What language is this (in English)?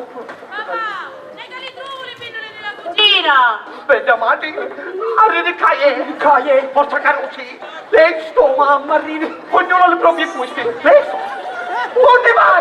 Sicilian